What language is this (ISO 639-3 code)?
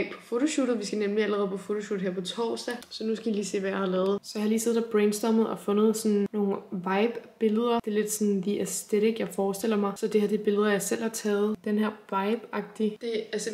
dan